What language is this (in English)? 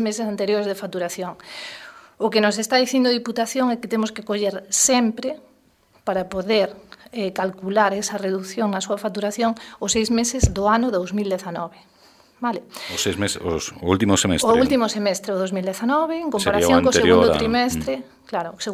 Galician